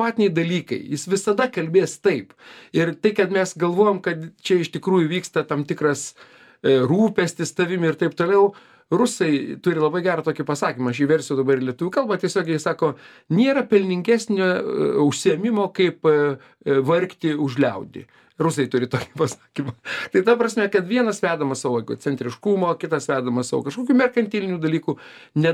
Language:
Lithuanian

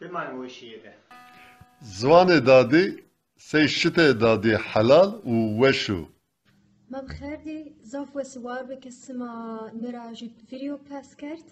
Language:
Zaza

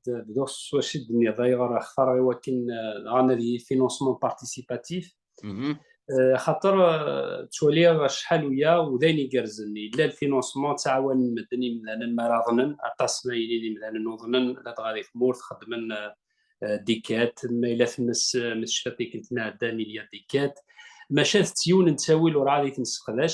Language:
Kabyle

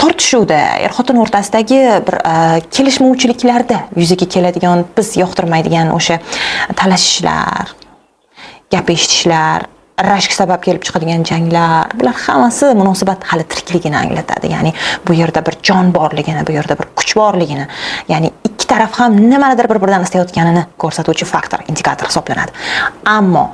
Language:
Uzbek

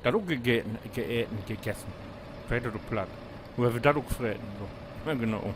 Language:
Low German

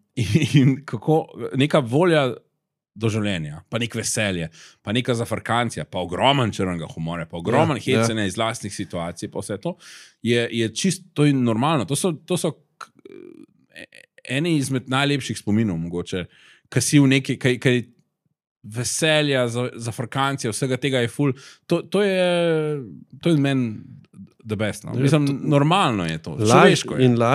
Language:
Slovenian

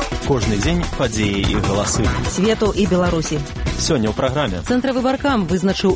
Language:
Belarusian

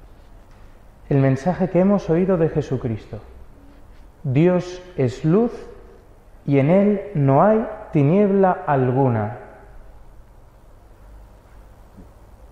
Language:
Spanish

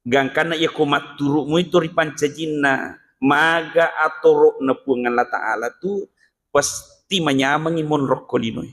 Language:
Buginese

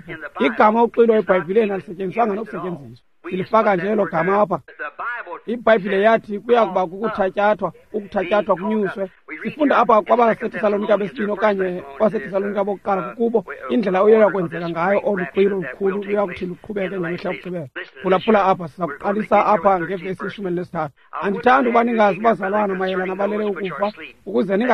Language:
Xhosa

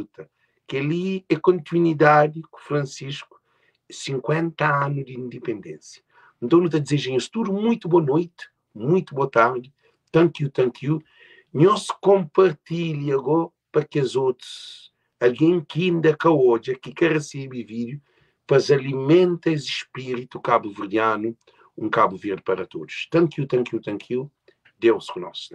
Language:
Kabuverdianu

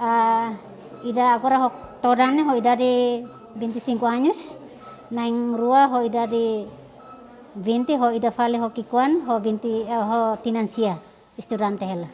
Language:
Tetum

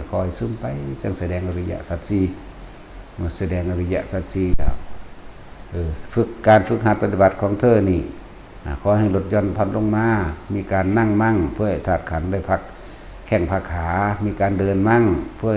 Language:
Northeastern Thai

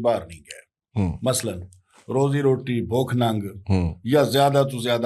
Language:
Western Panjabi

